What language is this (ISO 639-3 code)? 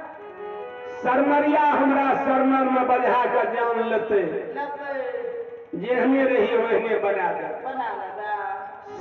mai